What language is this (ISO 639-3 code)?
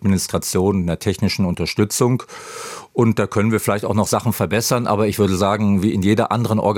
ltz